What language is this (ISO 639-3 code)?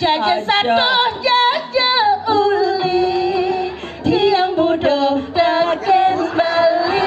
ban